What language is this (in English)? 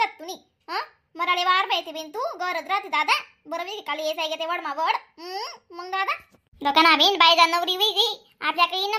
Khandesi